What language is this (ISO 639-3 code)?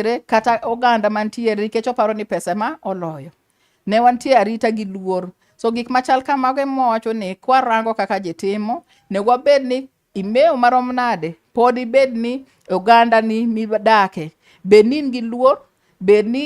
luo